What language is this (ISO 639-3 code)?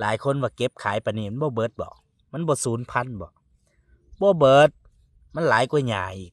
tts